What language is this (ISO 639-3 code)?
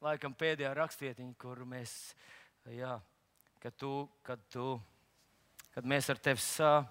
lav